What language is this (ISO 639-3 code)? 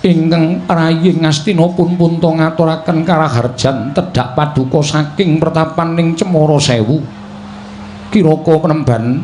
jav